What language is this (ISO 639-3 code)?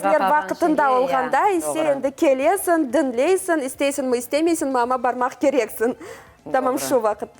crh